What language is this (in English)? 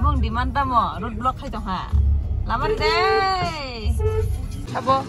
Kok Borok